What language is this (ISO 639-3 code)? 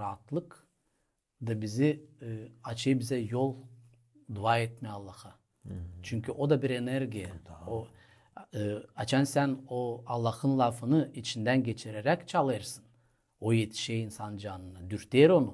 gag